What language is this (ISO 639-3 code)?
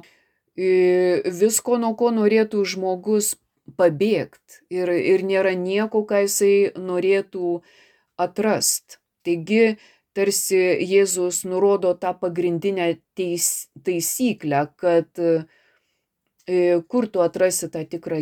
lit